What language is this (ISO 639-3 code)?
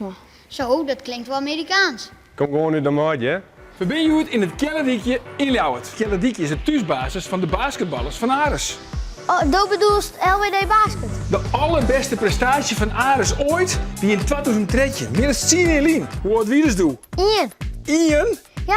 fry